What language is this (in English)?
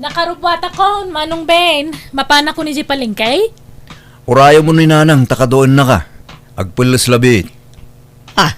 Iloko